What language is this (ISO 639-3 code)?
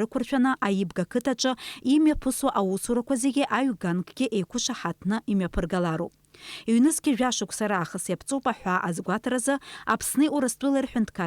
abk